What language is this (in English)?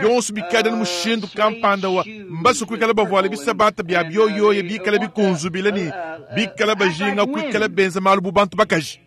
Luba-Lulua